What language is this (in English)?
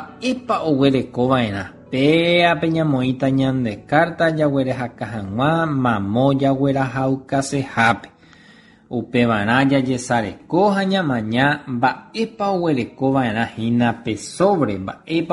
Guarani